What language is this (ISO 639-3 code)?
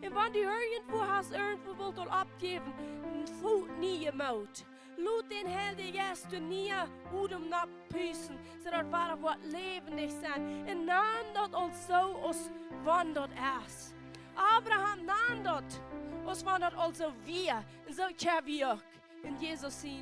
pdt